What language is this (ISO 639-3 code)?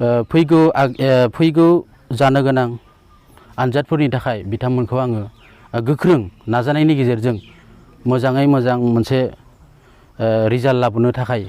brx